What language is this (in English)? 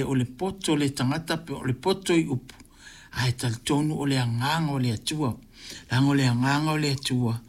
Samoan